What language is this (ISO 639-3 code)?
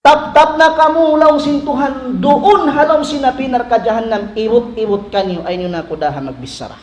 tsg